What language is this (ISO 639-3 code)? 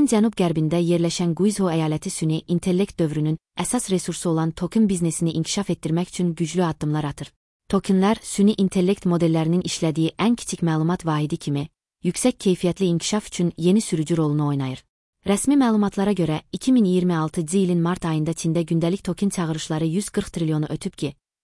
aze